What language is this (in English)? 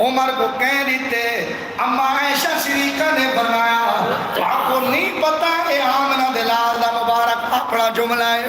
Saraiki